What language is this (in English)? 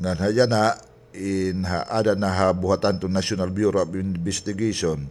Waray